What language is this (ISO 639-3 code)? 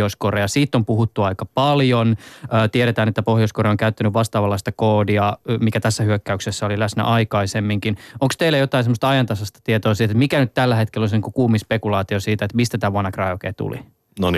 fin